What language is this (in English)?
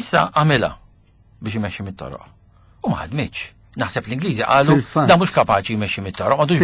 Maltese